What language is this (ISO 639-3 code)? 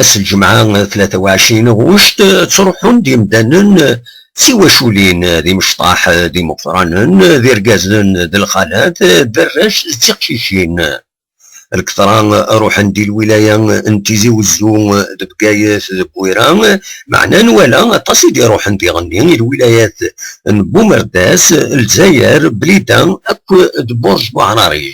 kab